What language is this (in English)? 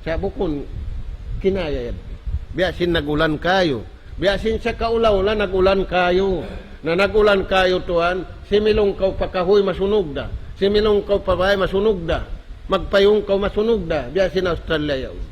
Tausug